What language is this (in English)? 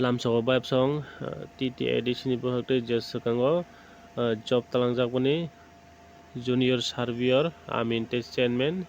Kok Borok